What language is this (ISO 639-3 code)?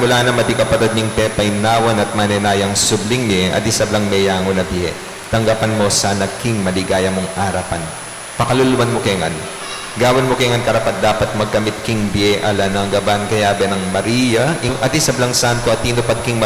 pam